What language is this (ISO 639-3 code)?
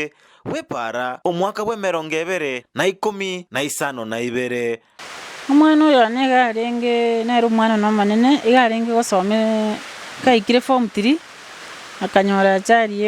guz